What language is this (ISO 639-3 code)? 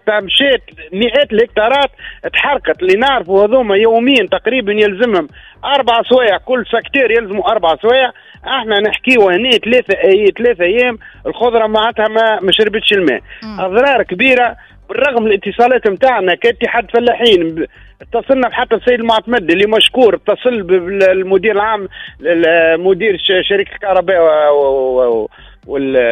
aeb